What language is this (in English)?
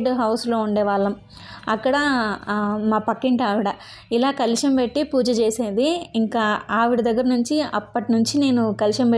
Telugu